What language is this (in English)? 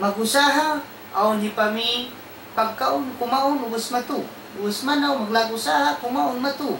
Tausug